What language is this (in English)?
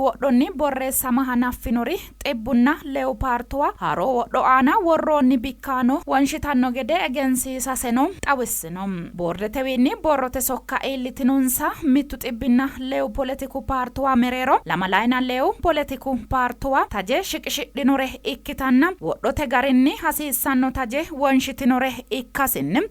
Sidamo